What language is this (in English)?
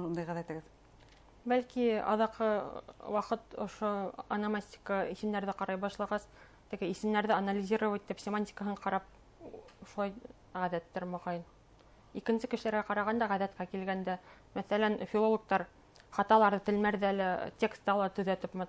Bashkir